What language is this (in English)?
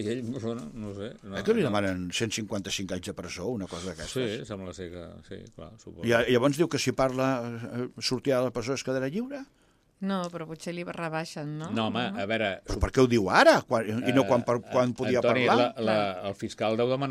Catalan